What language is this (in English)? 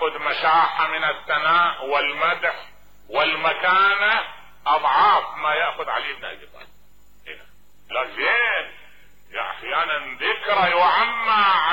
Mesopotamian Arabic